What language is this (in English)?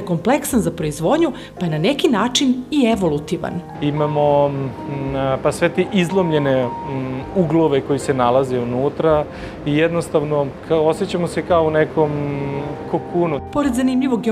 Serbian